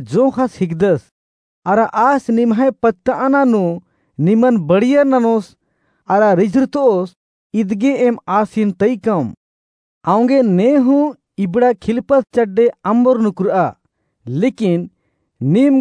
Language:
Kurukh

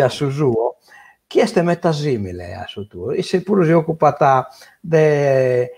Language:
Sardinian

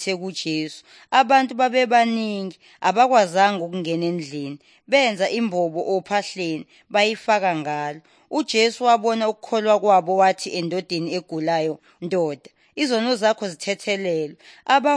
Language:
Zulu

